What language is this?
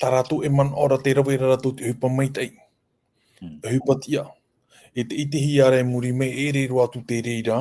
Tahitian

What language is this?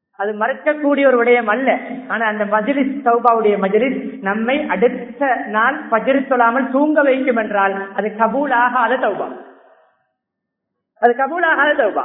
Tamil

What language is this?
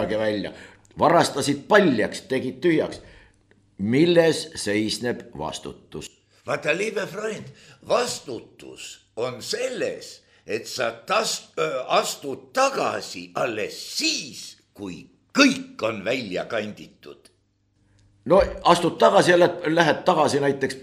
Estonian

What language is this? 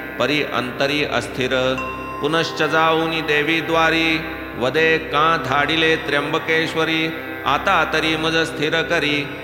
Marathi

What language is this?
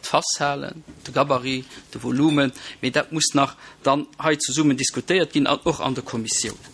Luxembourgish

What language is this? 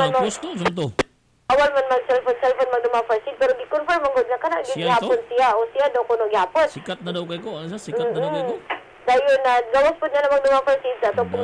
Cebuano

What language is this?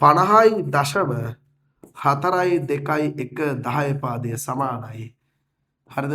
Sinhala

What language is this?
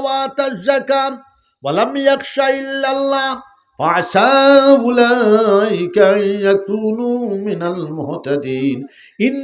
Sylheti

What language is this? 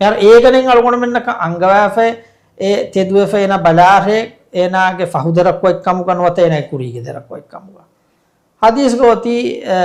Divehi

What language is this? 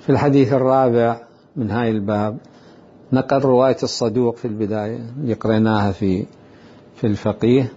Mesopotamian Arabic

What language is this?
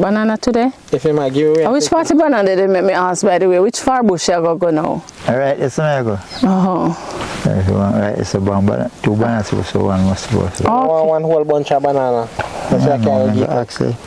Jamaican Creole English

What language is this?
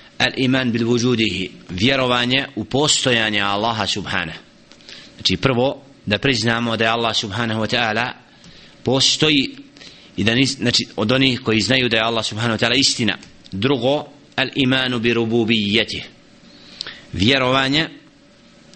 Bosnian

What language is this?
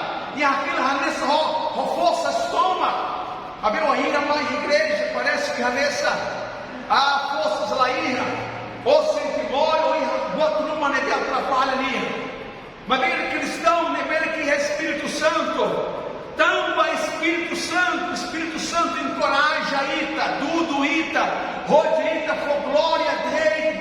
Tetum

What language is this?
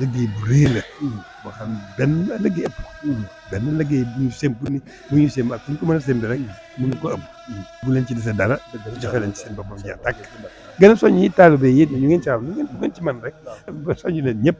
Wolof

